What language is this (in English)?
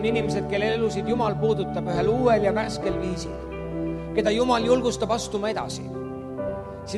Estonian